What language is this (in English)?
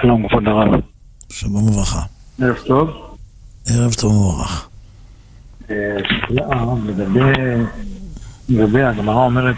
Hebrew